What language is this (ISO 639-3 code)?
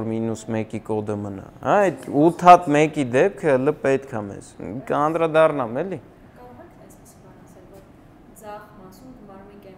hye